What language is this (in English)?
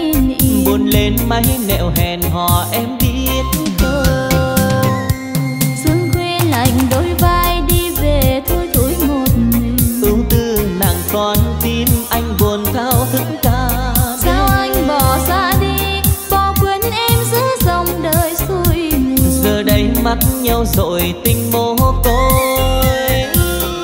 Vietnamese